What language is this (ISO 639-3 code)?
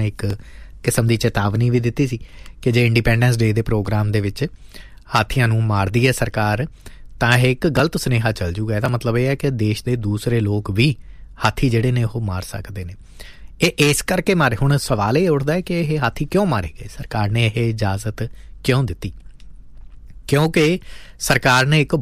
pan